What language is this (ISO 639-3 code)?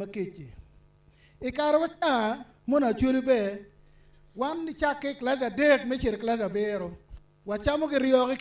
ach